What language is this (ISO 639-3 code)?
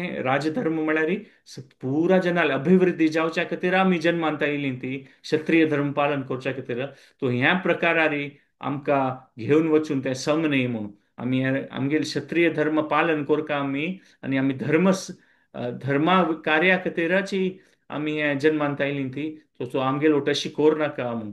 kok